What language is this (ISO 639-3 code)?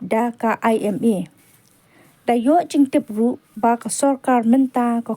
kha